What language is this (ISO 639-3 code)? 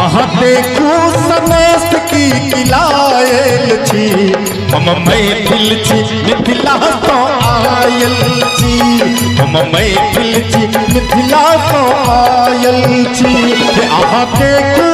mai